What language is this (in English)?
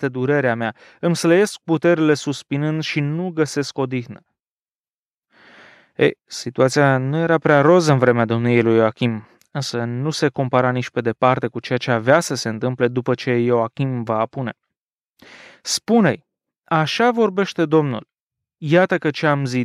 Romanian